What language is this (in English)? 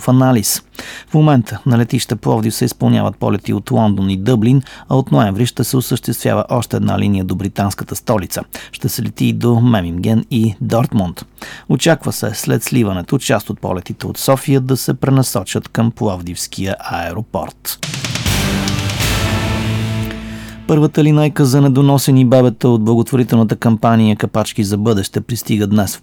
Bulgarian